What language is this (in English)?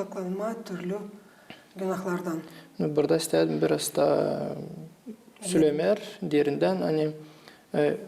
Gagauz